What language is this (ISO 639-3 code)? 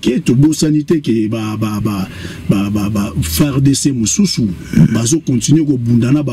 lin